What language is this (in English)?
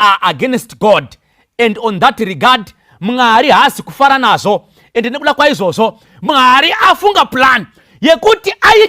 Shona